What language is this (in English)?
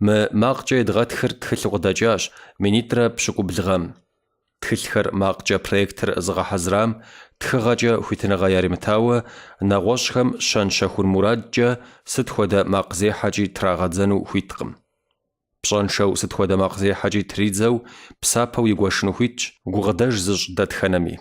Kabardian